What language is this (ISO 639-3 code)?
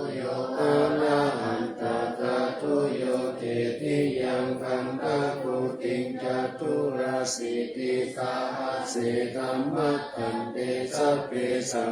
pli